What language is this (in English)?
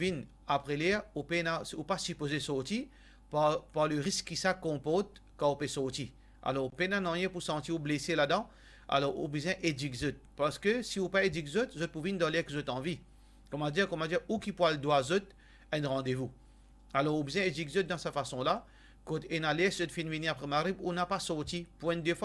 Morisyen